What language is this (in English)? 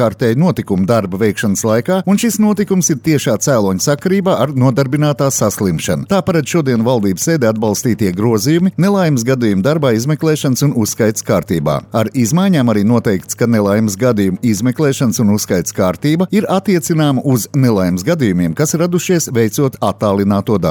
Latvian